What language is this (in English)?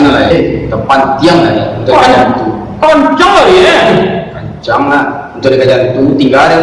Minangkabau